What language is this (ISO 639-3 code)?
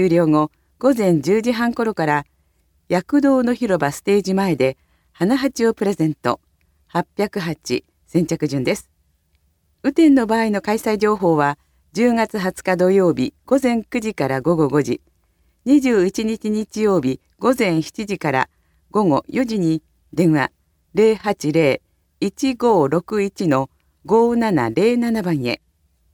jpn